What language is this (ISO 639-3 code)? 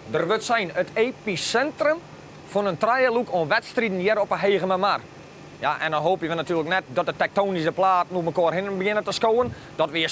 fry